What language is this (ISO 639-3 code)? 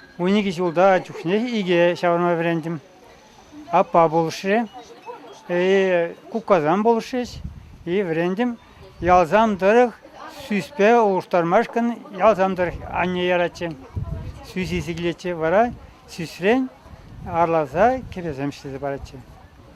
chv